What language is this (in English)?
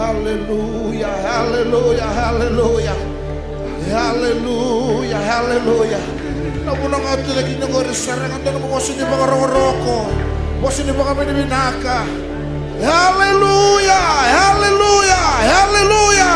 Fijian